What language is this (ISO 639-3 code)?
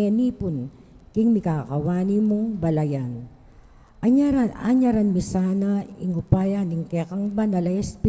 pam